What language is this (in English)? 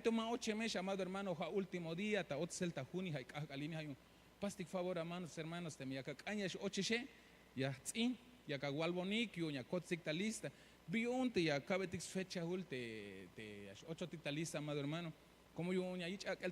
Tzeltal